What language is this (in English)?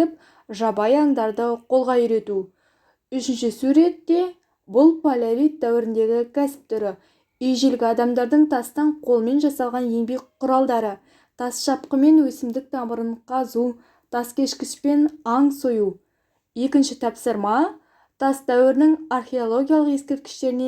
Kazakh